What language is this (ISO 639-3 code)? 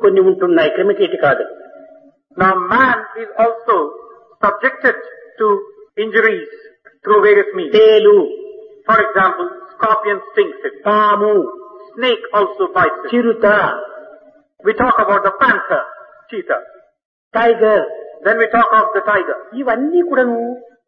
tel